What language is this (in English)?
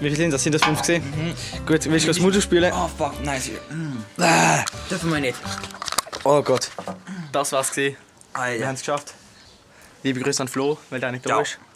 Swiss German